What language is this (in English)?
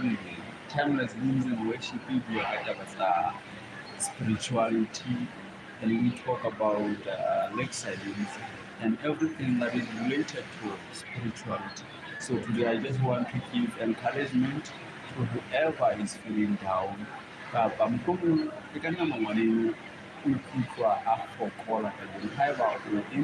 Southern Sotho